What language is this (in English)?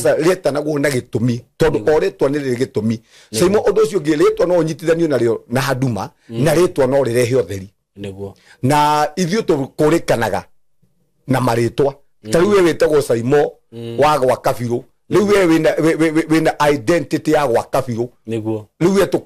Kikuyu